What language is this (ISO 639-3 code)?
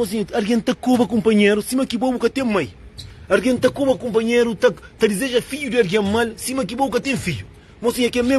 kea